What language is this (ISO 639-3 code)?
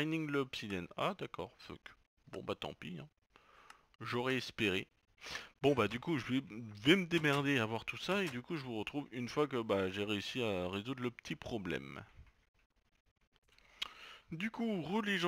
fra